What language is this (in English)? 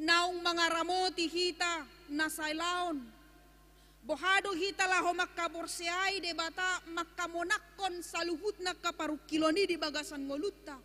Batak Toba